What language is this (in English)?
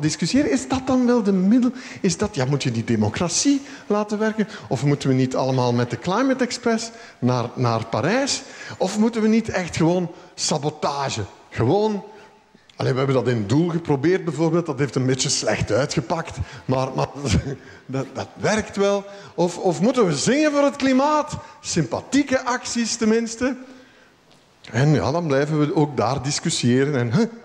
Dutch